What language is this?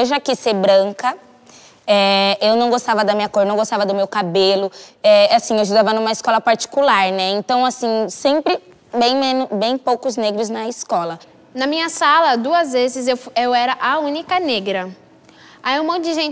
Portuguese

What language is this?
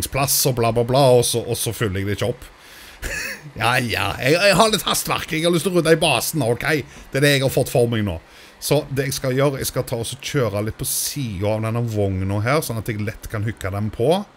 Norwegian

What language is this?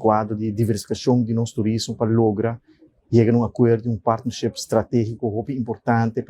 Papiamento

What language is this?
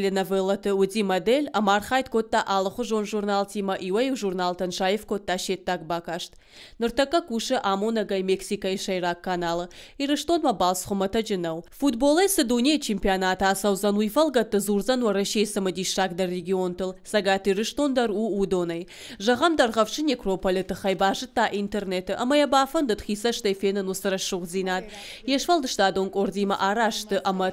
Ossetic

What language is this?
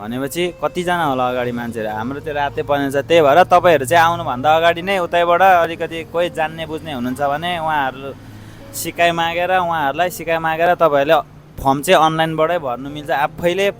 Nepali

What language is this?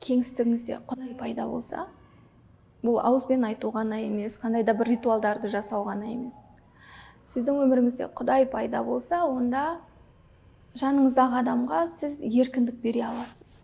Kazakh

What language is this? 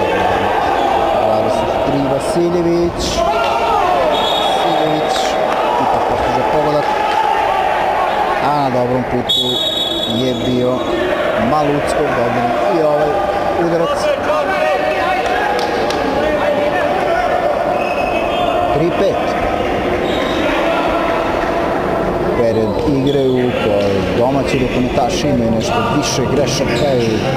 Serbian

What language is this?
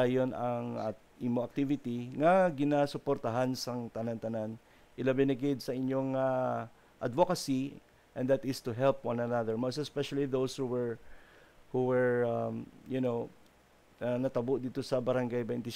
Hiligaynon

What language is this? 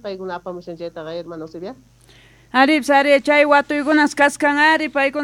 Quechua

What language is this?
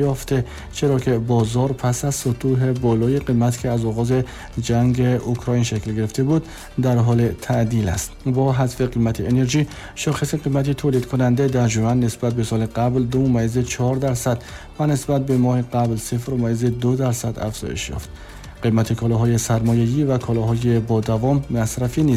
Tajik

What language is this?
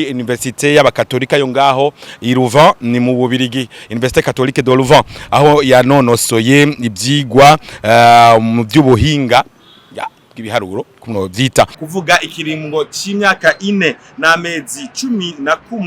Rundi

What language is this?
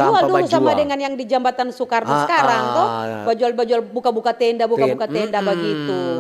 Manado Malay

